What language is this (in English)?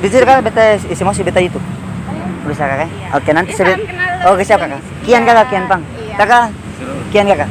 Ambonese Malay